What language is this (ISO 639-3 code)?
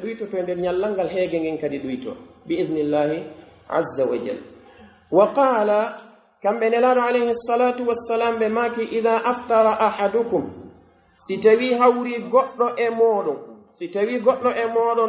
fuf